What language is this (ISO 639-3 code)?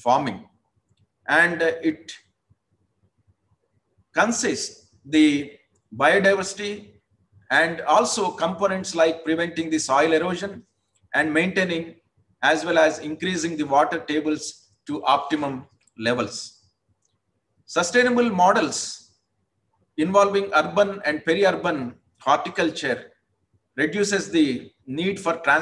eng